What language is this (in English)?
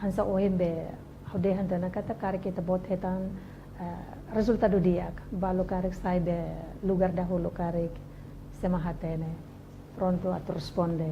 Tetum